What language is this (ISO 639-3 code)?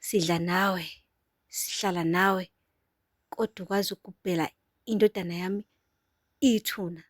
zul